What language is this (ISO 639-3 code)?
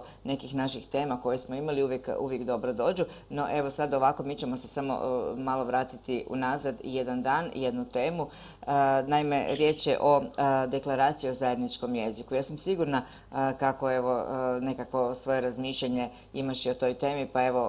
hrv